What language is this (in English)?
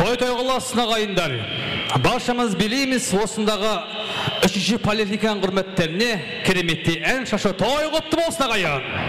Kara-Kalpak